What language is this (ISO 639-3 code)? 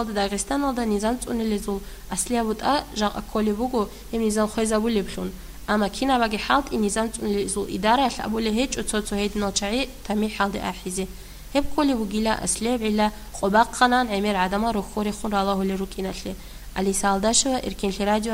ava